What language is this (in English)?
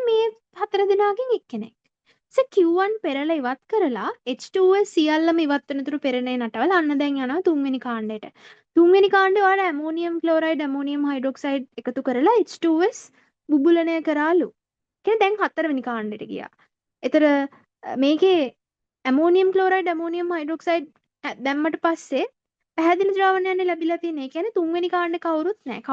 Sinhala